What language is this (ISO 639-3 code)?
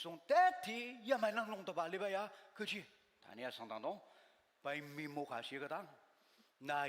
njo